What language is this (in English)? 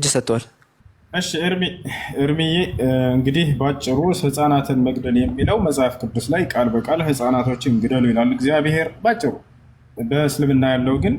Amharic